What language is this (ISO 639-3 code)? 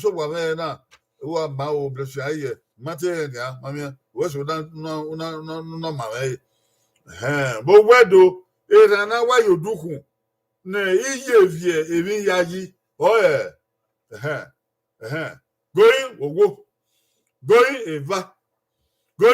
bin